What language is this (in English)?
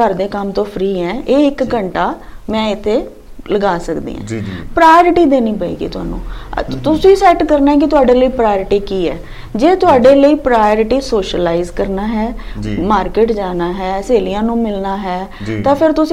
Punjabi